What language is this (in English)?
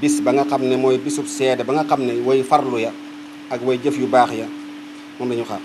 Wolof